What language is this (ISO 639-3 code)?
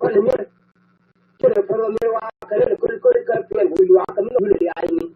nus